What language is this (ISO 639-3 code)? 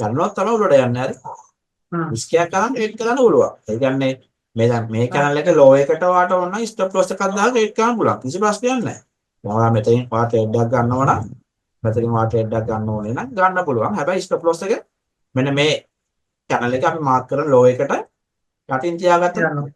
sin